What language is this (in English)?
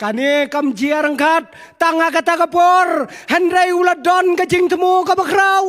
Khasi